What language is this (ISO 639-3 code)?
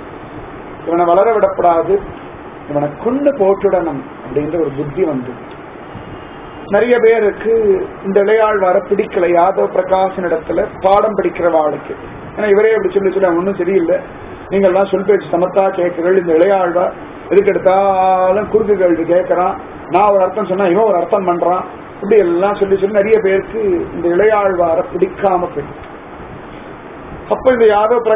tam